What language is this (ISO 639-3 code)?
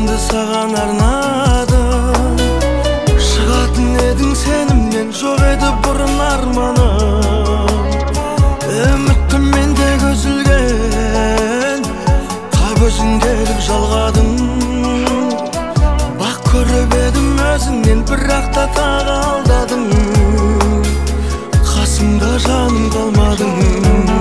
kaz